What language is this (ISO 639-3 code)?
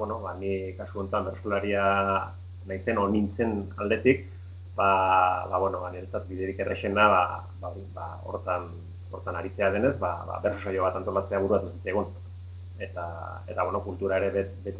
eus